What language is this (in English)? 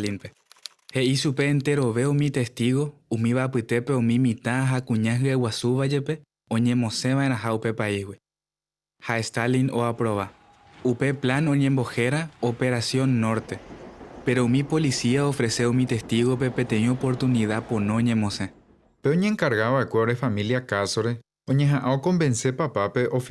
Guarani